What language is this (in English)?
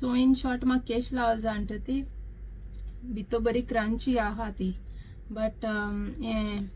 Konkani